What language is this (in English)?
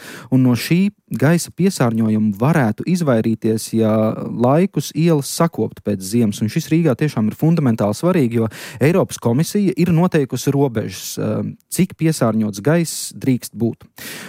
Latvian